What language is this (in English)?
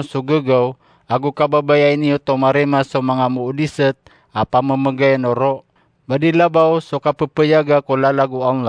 Maranao